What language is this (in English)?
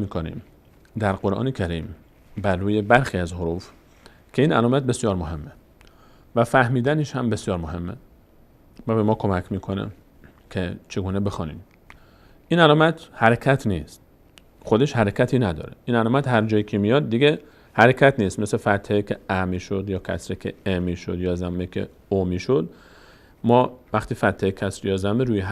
Persian